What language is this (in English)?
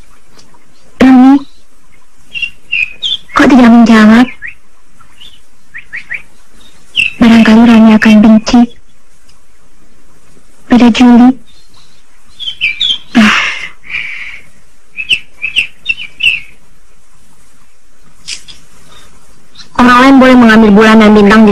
Indonesian